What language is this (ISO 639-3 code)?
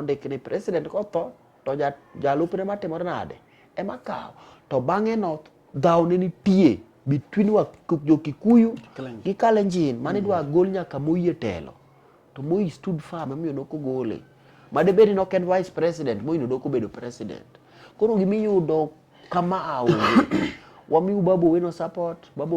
luo